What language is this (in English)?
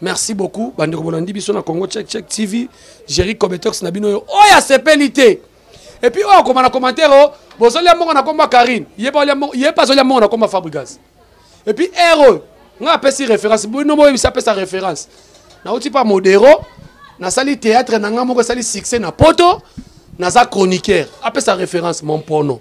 Lingala